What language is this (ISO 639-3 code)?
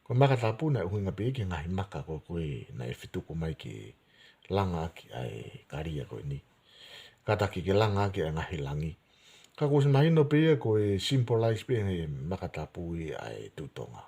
ton